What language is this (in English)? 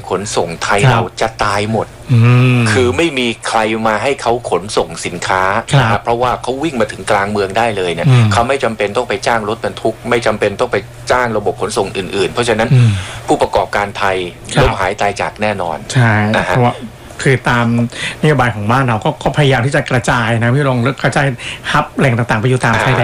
Thai